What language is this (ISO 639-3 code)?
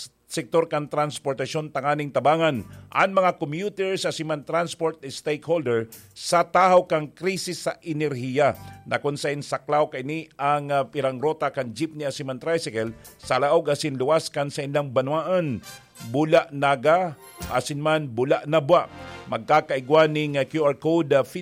bik